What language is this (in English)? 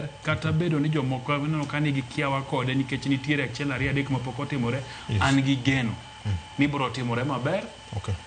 Luo (Kenya and Tanzania)